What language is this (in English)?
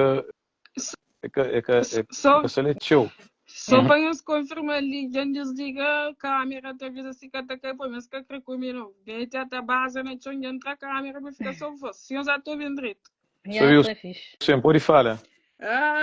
Kabuverdianu